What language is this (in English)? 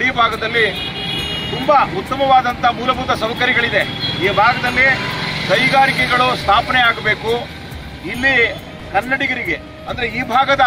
Kannada